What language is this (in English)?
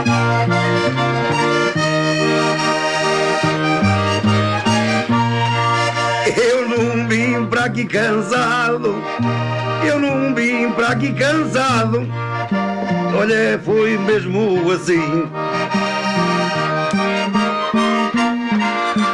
Portuguese